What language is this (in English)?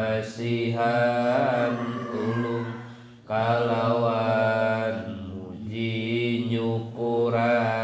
Sundanese